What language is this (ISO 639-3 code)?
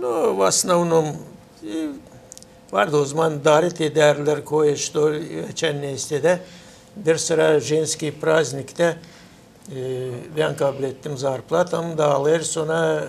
gag